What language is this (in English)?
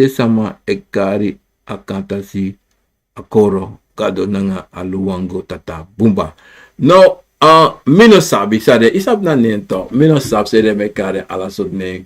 Sranan Tongo